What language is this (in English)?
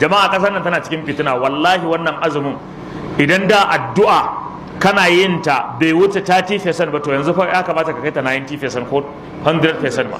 Hausa